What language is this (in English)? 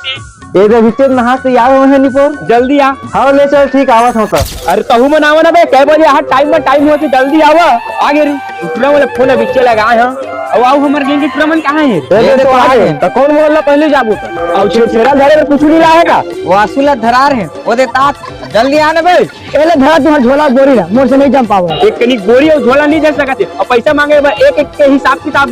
Chhattisgarhi